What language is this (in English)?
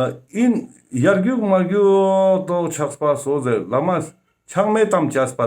Ladakhi